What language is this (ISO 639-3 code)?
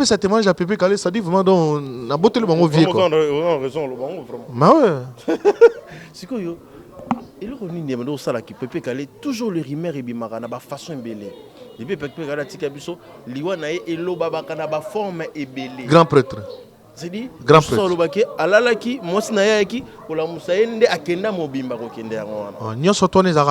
lin